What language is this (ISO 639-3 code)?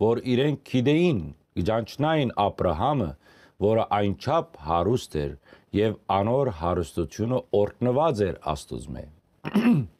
hyw